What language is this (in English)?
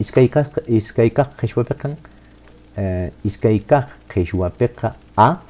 Quechua